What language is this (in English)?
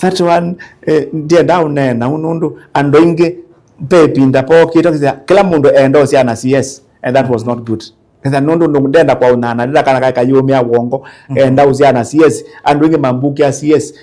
Kamba